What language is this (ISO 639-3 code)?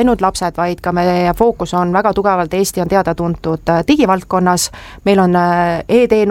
est